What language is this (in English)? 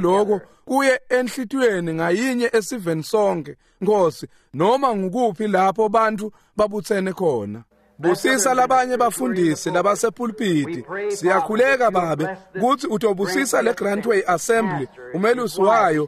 Swati